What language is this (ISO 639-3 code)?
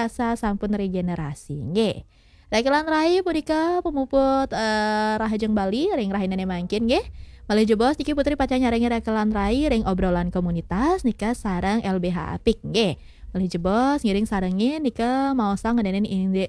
ban